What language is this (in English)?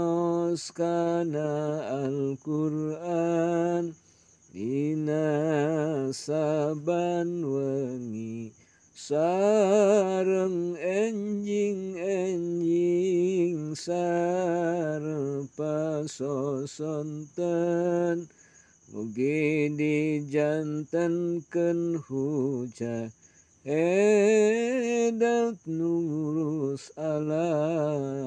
Sundanese